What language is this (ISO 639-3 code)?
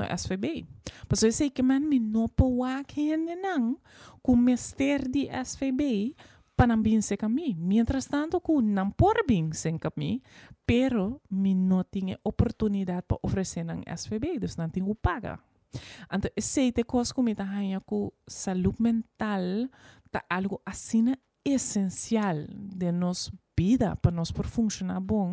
pap